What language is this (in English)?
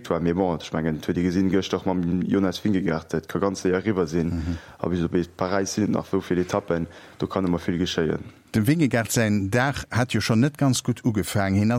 Luxembourgish